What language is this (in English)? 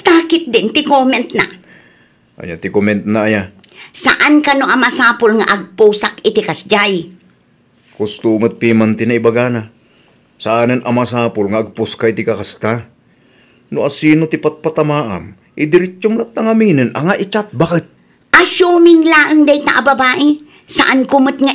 Iloko